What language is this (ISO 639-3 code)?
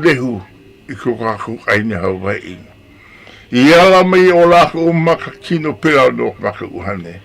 haw